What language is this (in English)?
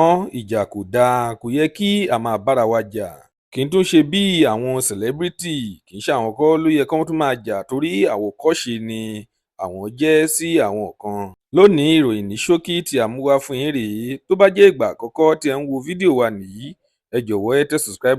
Yoruba